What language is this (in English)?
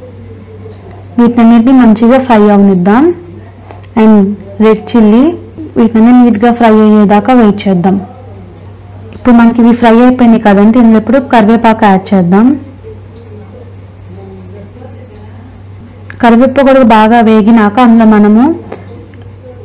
Telugu